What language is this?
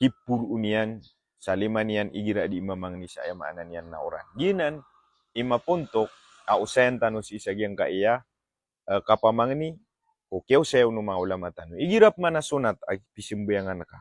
Maranao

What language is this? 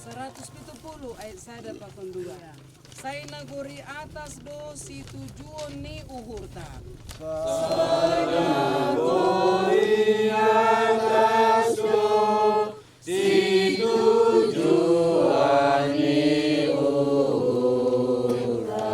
Batak Simalungun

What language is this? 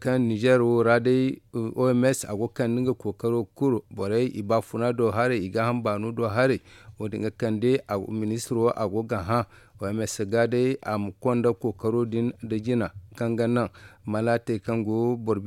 Zarma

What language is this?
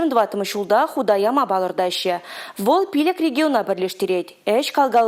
Chuvash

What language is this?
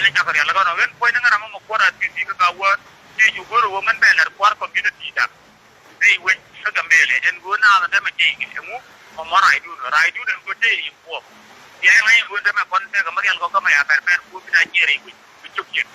Nuer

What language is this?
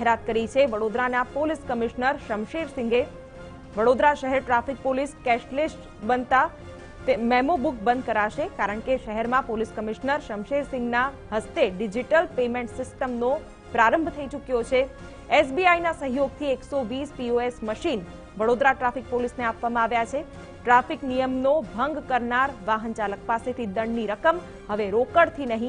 Gujarati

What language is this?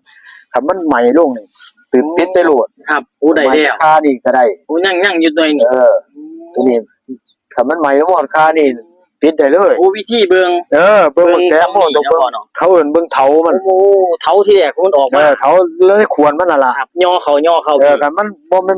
Northeastern Thai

